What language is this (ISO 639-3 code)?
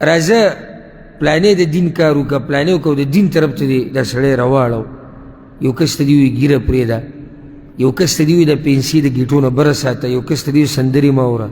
pus